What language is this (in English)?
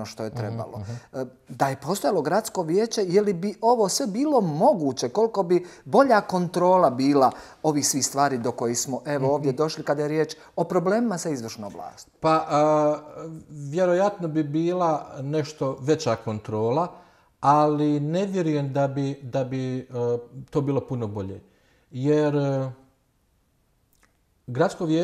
Bosnian